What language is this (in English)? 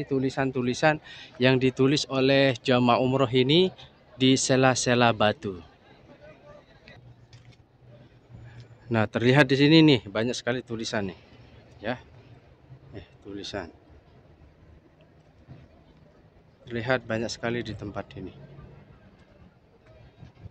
Indonesian